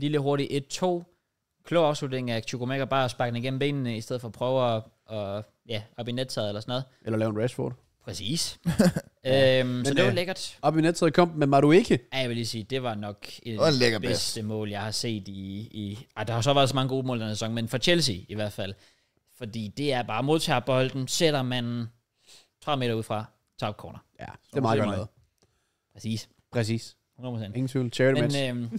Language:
Danish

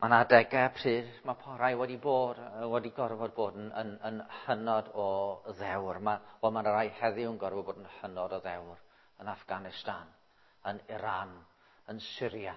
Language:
Welsh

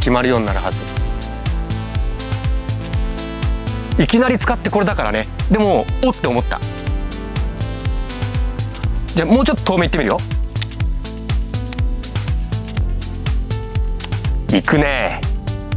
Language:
Japanese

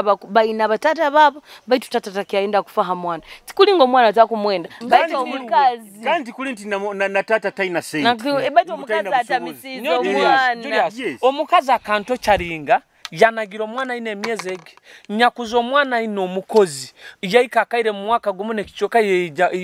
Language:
Nyoro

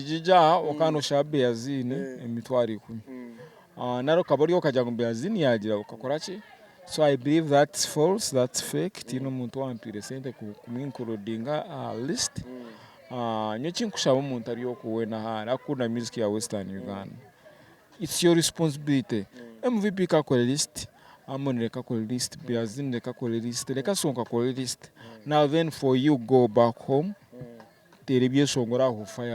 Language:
Nyankole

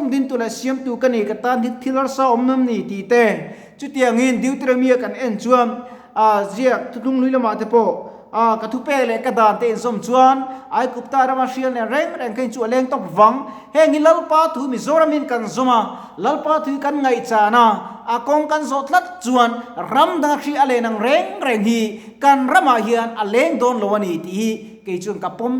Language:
Mizo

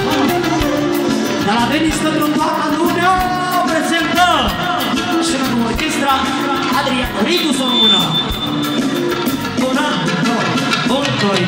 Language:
Romanian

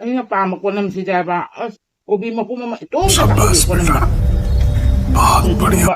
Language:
Manipuri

